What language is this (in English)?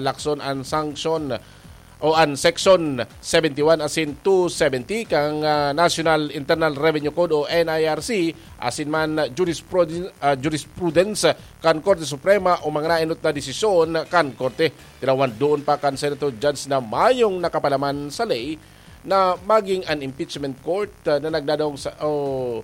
Bikol